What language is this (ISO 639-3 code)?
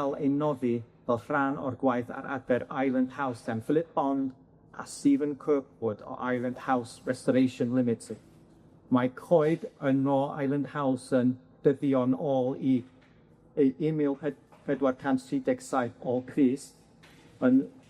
cym